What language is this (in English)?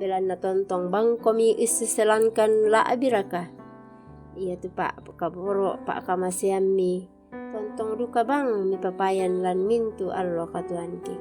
Toraja-Sa'dan